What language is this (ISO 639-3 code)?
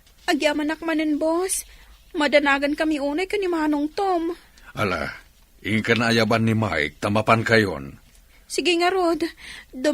ilo